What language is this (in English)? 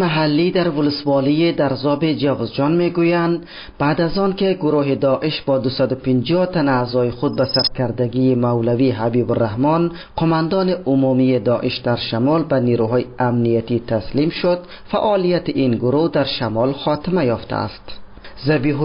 Persian